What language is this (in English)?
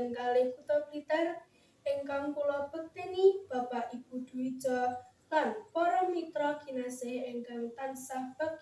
Javanese